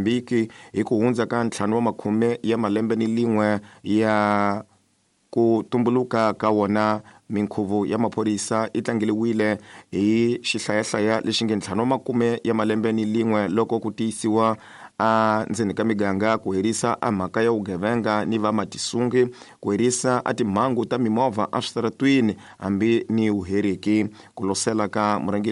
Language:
Tsonga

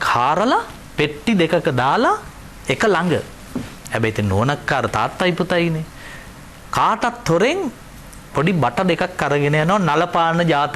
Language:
Sinhala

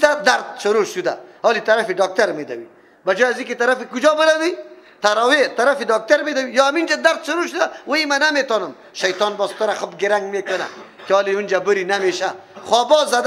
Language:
Persian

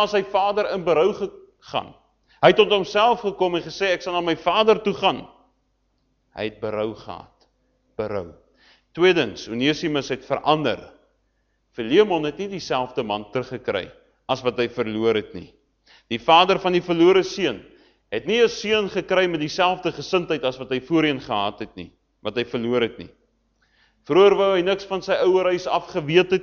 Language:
Afrikaans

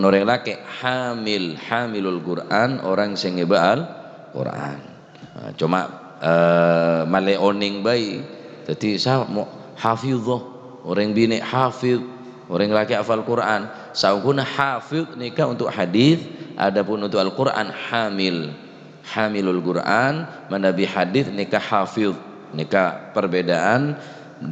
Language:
Madurese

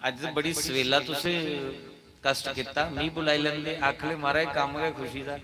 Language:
Dogri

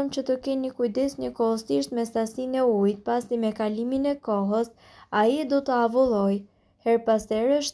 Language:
Albanian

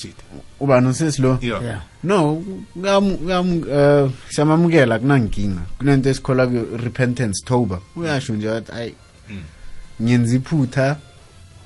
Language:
South Ndebele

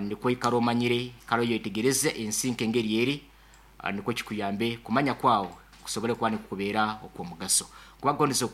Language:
Nyankole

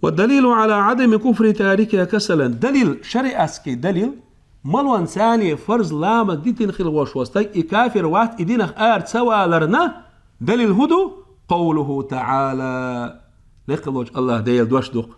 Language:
Chechen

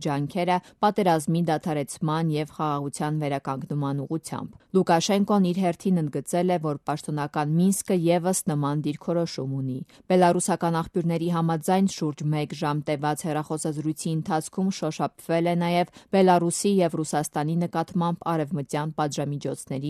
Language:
Armenian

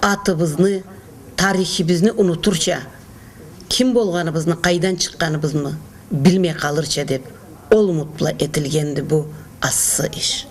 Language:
Karachay-Balkar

